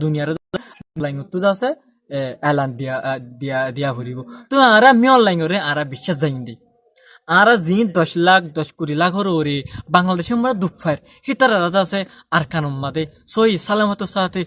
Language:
Rohingya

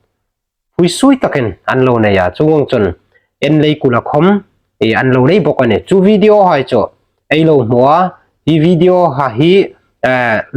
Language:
Hmar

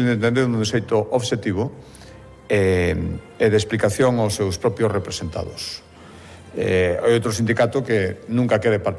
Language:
Galician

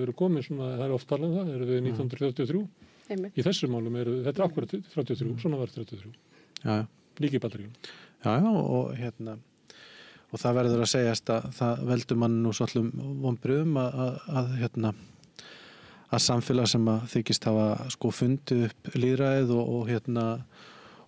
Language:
Icelandic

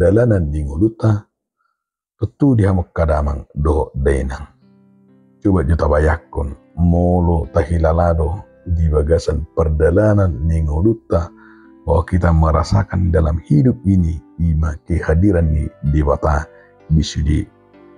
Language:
Batak Toba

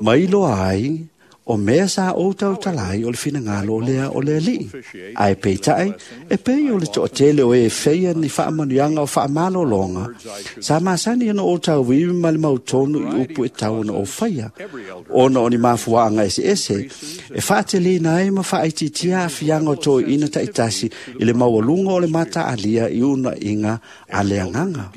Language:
Samoan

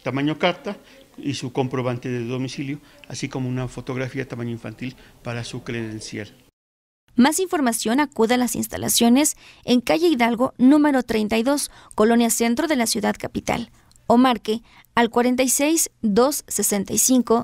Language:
Spanish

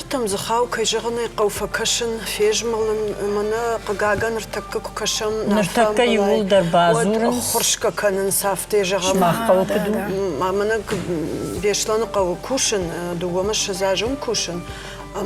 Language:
Ossetic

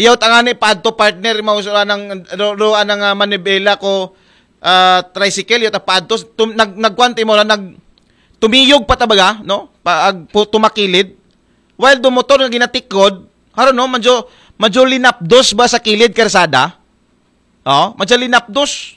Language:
Aklanon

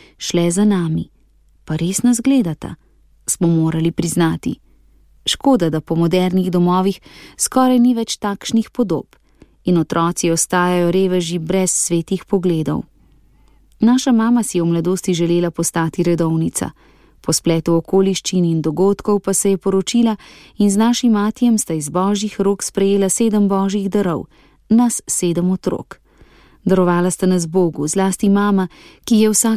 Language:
Slovenian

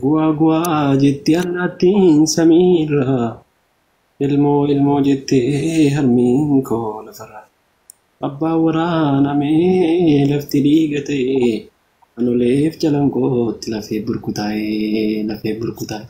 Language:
Oromo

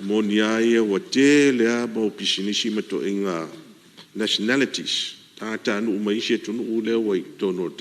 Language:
Samoan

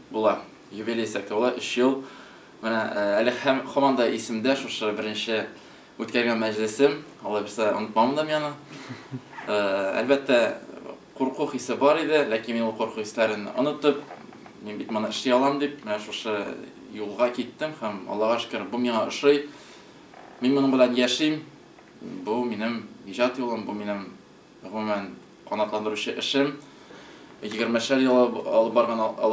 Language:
Tatar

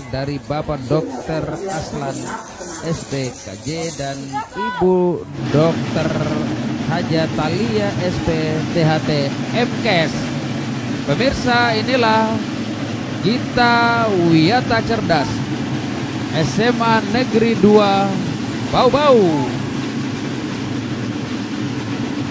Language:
Indonesian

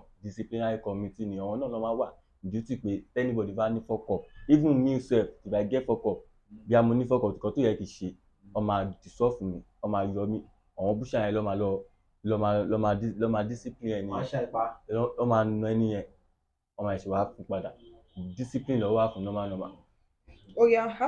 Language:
Yoruba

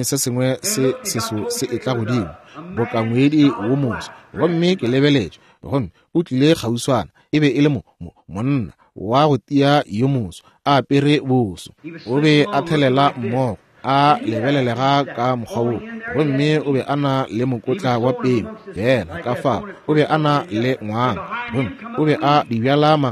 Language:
Northern Sotho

